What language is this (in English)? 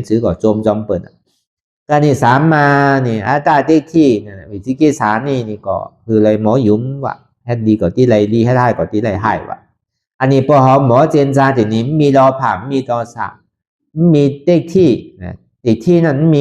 Shan